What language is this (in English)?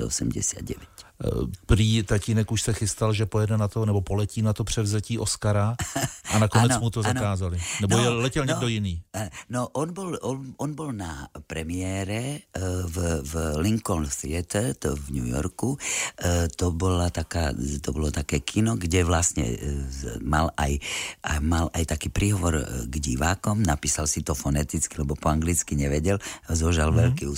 Slovak